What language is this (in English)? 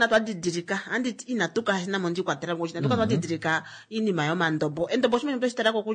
Kuanyama